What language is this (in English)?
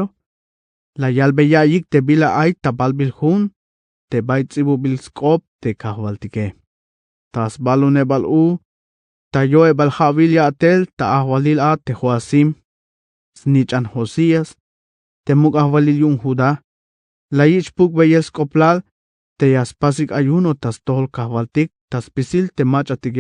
Tzeltal